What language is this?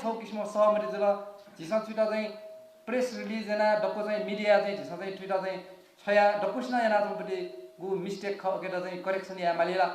Newari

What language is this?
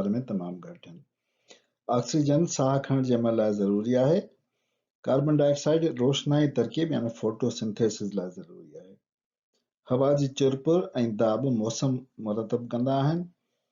Sindhi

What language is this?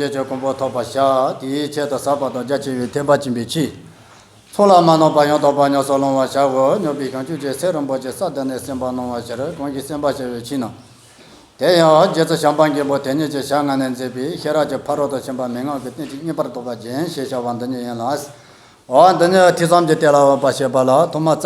Tibetan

